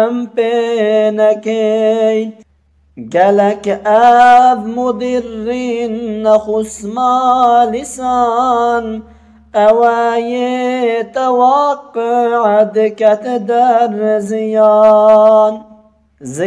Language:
Kurdish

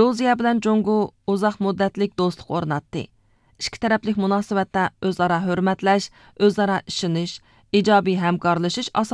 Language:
Uyghur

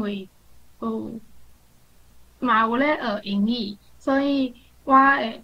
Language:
Min Nan Chinese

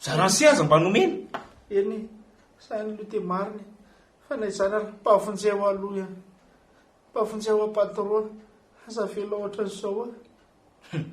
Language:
Malagasy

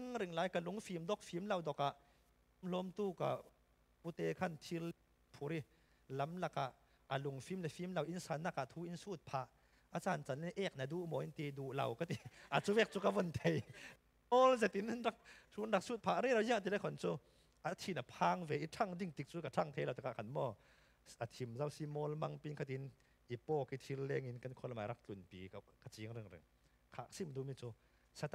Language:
Falam Chin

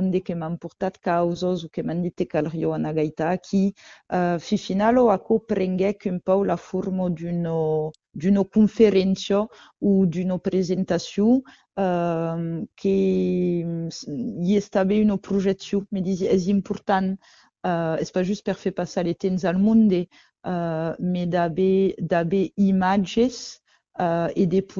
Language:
Occitan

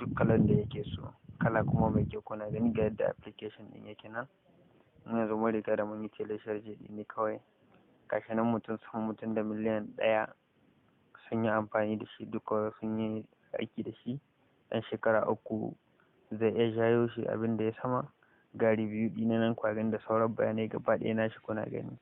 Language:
Hausa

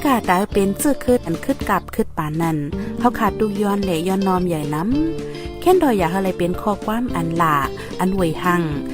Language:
Shan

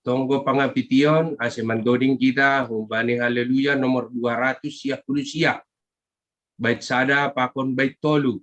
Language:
Batak Simalungun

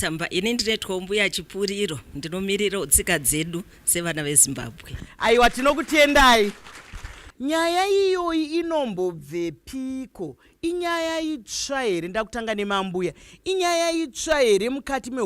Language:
Shona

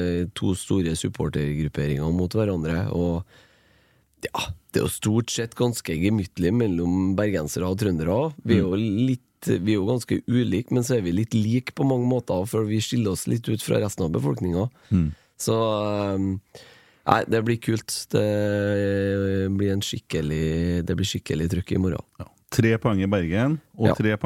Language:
Norwegian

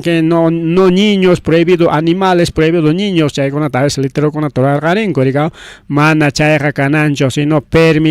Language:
Ayacucho Quechua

